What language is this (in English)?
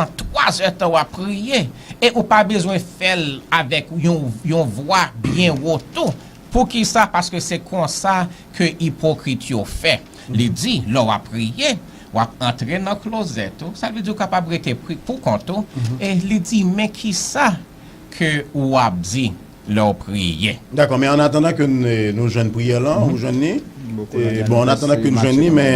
Haitian Creole